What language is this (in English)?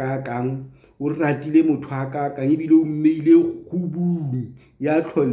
Southern Sotho